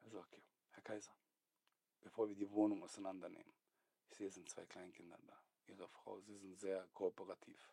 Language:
Swiss German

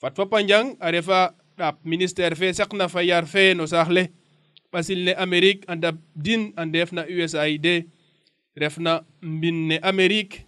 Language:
Serer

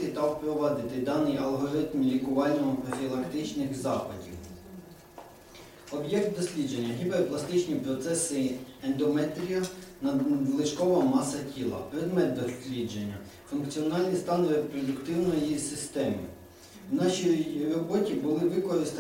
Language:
Ukrainian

